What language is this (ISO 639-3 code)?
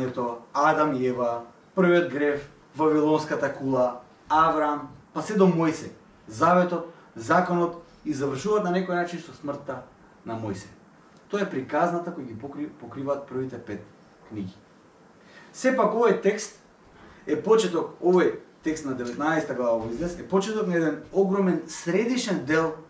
mkd